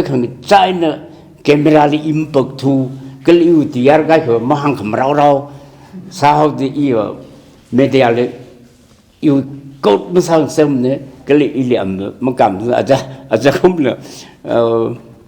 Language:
Tangkhul Naga (India)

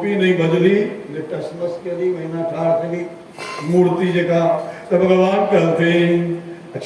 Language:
Maithili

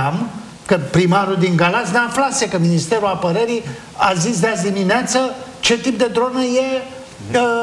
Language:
Romanian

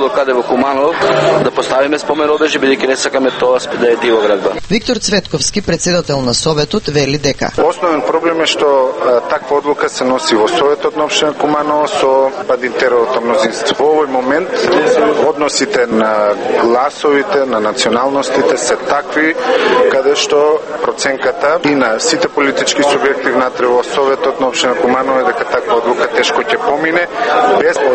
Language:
Macedonian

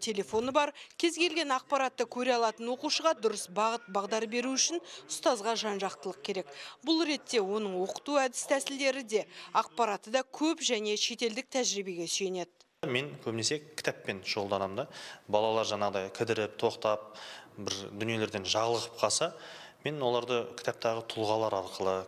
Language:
Kazakh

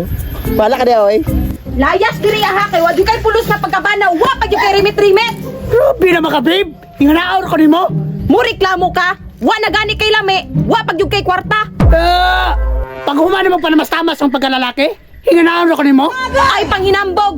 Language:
Cebuano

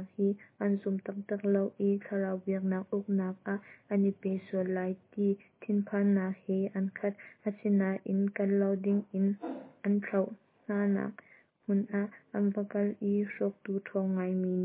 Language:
Hakha Chin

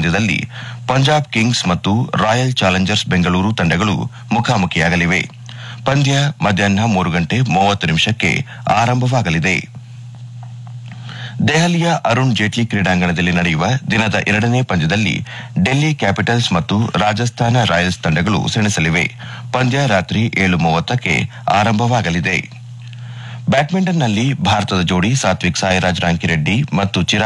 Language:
Kannada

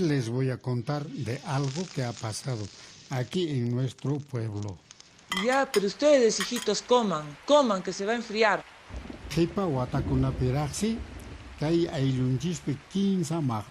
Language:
Quechua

